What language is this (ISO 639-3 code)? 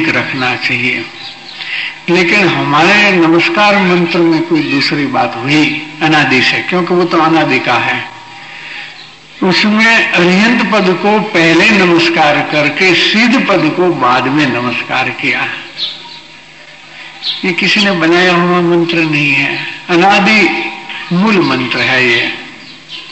hin